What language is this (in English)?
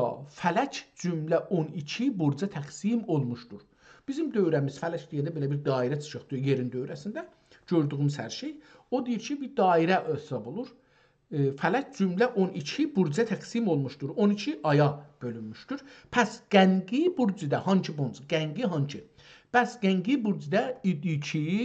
South Azerbaijani